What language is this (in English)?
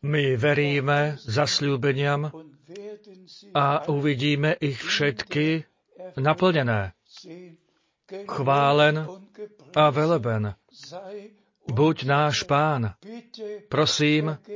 Slovak